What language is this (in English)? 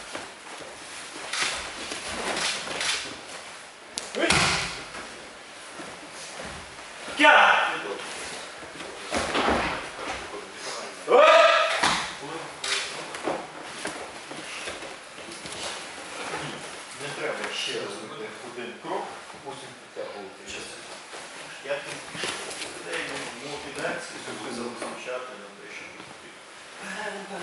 Ukrainian